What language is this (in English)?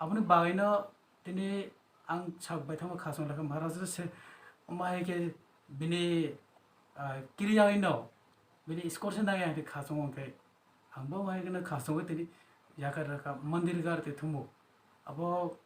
Kok Borok